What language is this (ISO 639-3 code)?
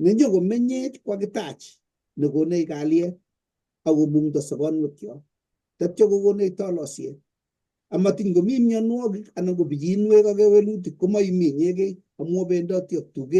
kln